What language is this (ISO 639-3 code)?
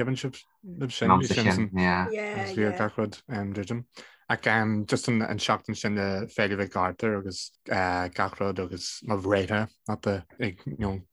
gle